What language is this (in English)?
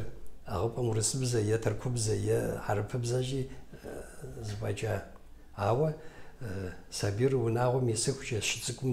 Kabardian